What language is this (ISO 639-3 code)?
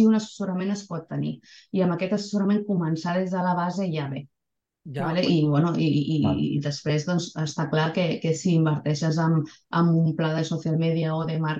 cat